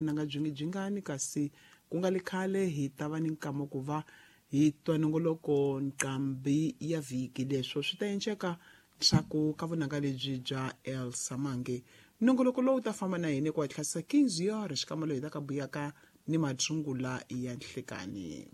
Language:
Tsonga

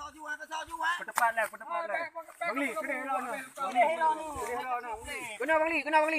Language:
Achinese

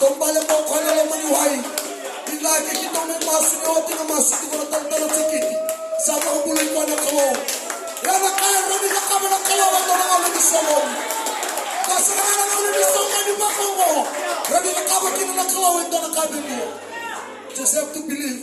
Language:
Fijian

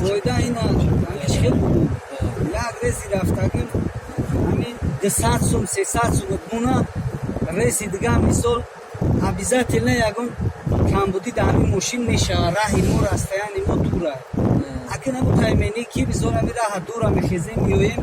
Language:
Tajik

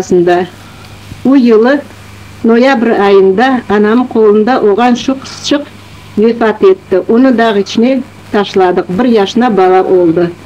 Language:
Crimean Tatar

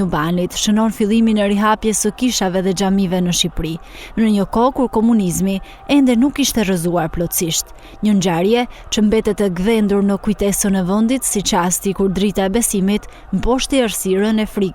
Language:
Albanian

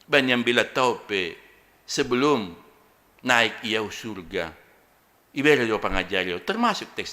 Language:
Batak Simalungun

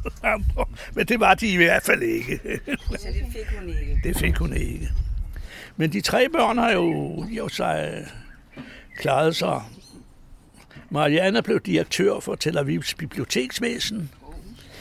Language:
Danish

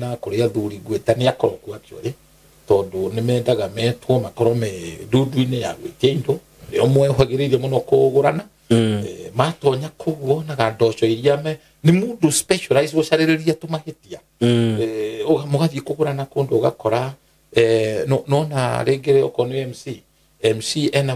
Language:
Kikuyu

